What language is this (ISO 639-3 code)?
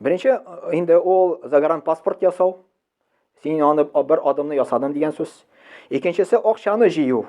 tat